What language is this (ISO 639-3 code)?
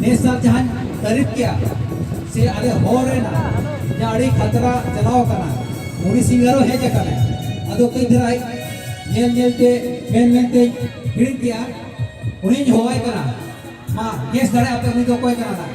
sat